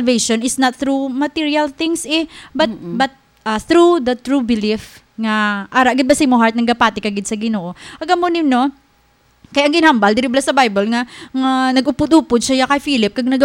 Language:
Hiligaynon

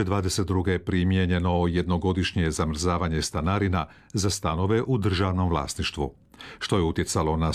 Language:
Croatian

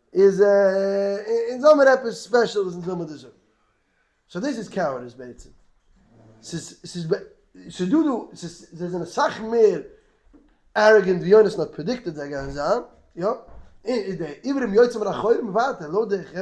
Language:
Yiddish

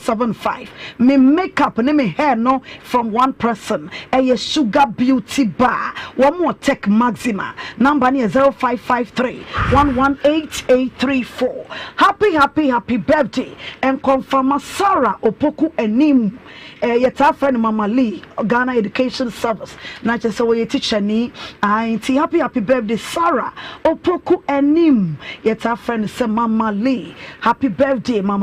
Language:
Akan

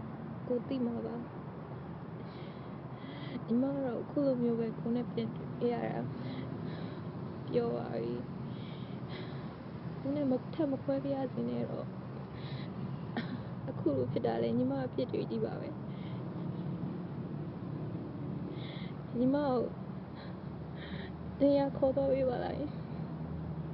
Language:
Burmese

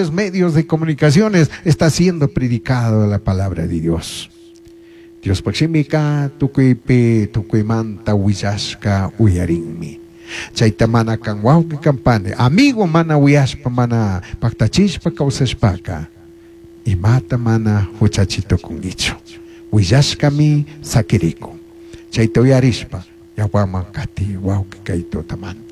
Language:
Chimborazo Highland Quichua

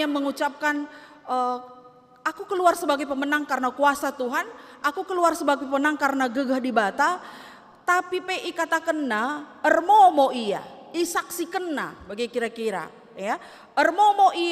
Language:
Batak Karo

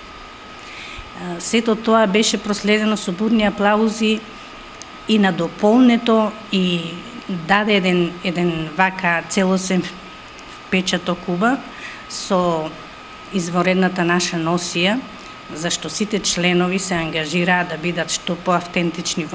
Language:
Macedonian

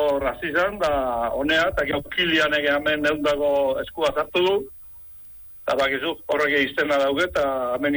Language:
Basque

